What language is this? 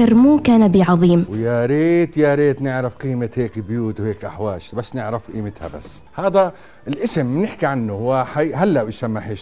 North Levantine Arabic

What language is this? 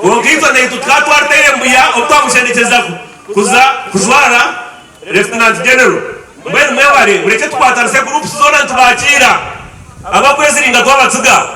Nyankole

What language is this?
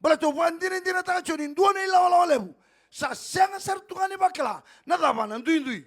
Fijian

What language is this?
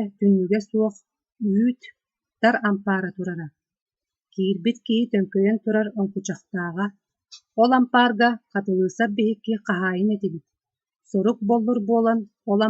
Yakut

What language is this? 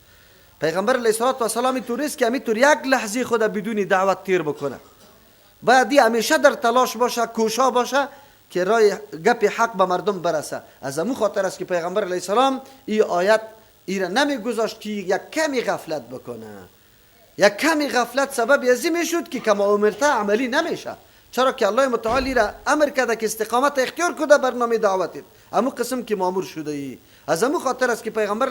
Persian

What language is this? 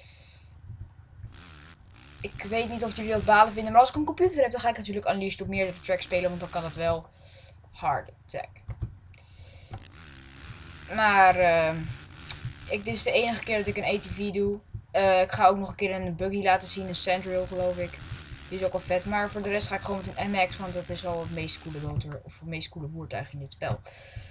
Dutch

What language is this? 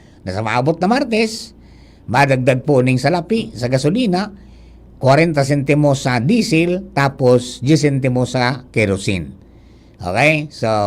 Bikol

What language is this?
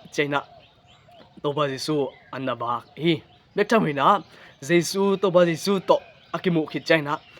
Tedim Chin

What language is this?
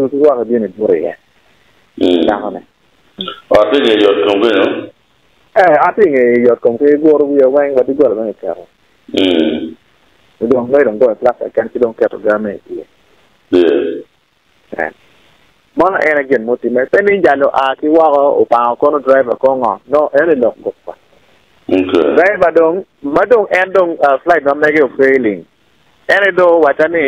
Acoli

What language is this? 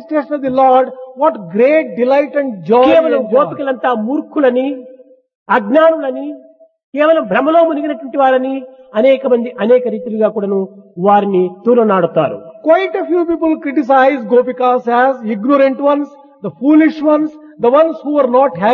Telugu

